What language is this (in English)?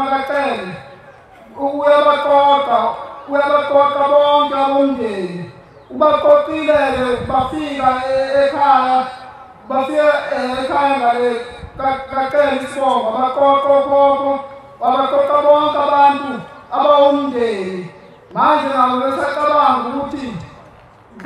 Zulu